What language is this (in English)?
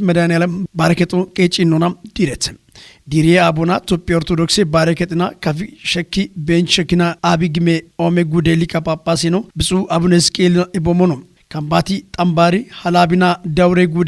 Kafa